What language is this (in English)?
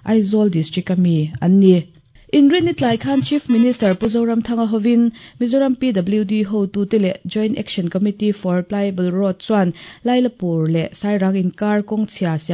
Mizo